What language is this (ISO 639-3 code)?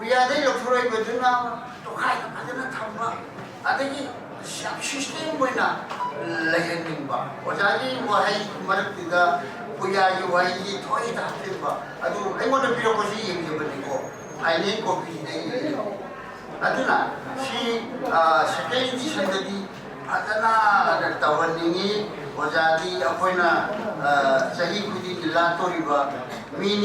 mni